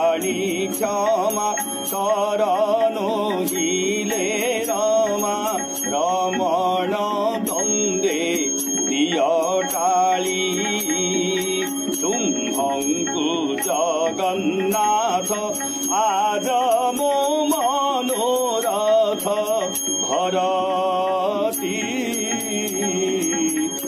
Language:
Odia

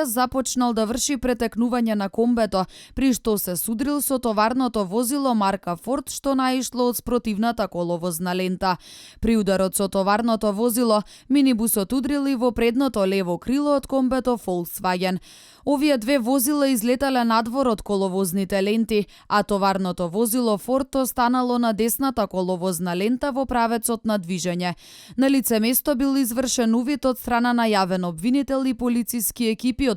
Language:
Macedonian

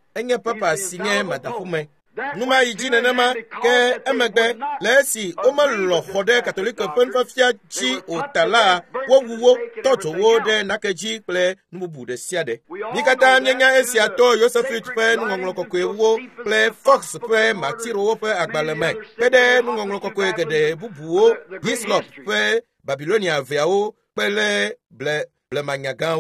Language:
Ewe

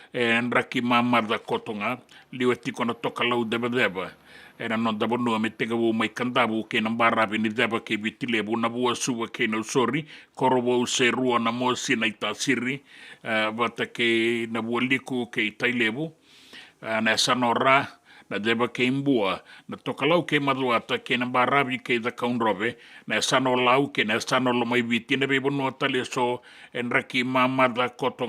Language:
Fijian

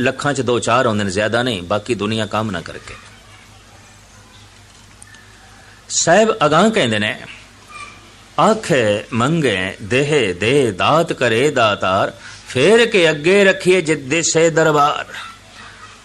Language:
Punjabi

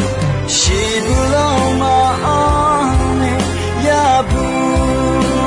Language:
Akha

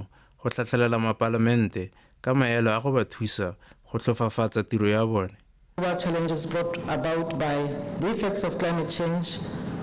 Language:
Tswana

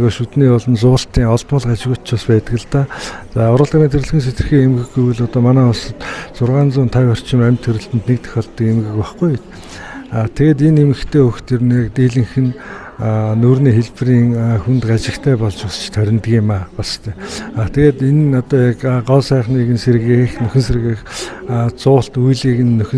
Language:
Mongolian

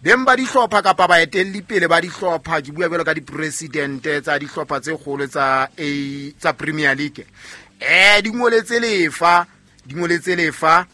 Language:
Southern Sotho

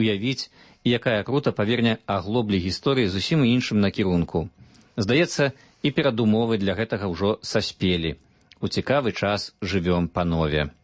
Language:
Belarusian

